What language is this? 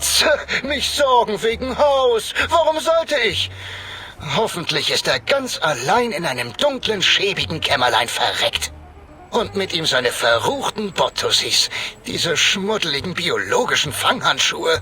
Bavarian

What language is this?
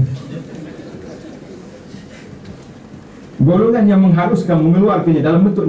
Malay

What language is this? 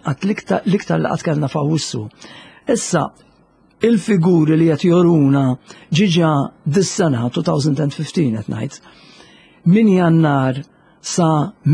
Maltese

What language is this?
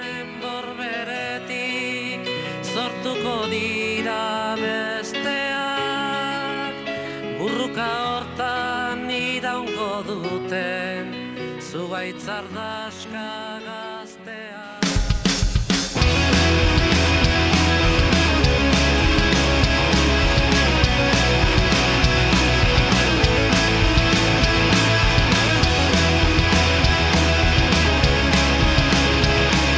Basque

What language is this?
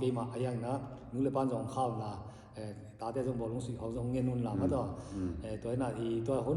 Tedim Chin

